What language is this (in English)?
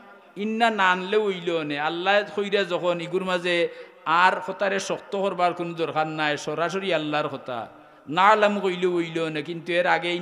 Sylheti